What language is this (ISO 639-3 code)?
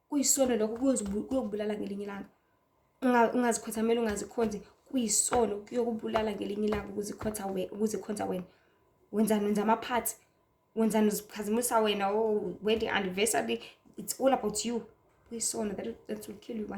zul